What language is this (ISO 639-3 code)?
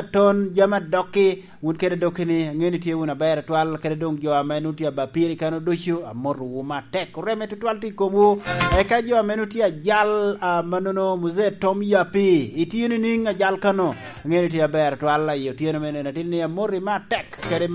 laj